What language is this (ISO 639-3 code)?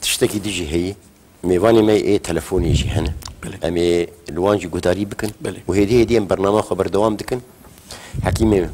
kur